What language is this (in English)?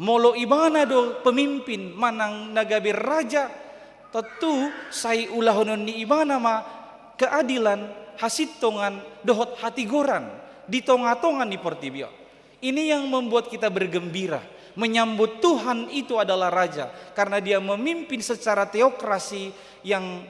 Batak Toba